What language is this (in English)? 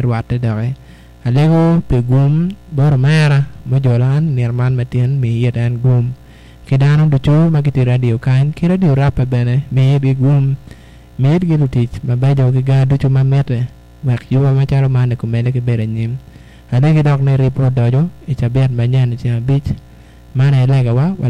Acoli